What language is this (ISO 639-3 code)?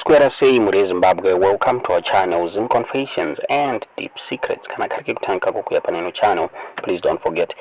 sna